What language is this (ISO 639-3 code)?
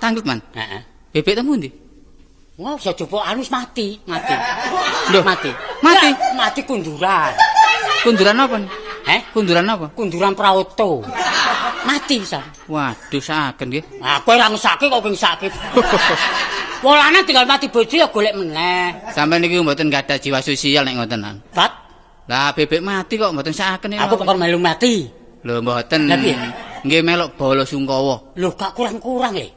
jav